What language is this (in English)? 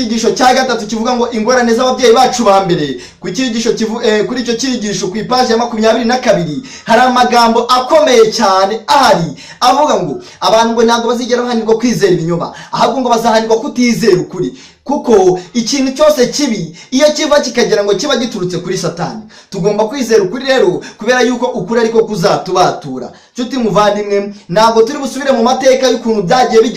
Kinyarwanda